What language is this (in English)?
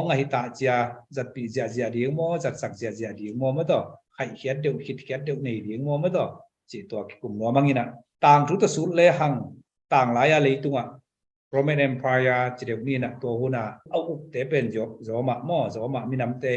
Tedim Chin